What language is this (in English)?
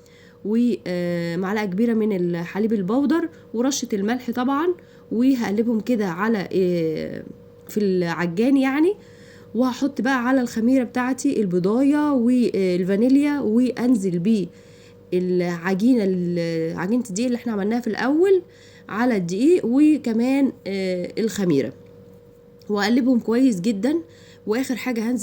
Egyptian Arabic